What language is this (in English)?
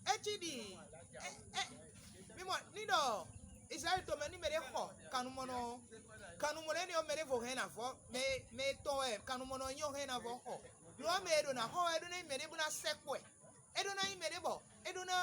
Fon